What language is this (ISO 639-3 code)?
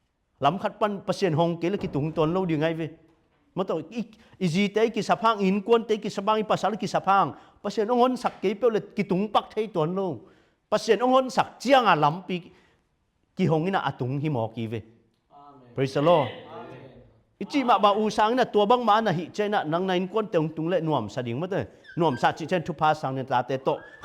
ctd